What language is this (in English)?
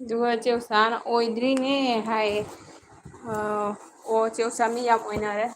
Manipuri